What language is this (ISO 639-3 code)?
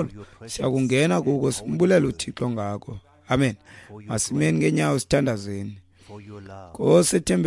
xho